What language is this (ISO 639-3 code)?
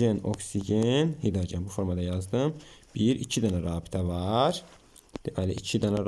aze